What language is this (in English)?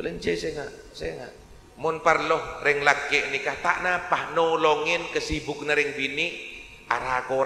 Madurese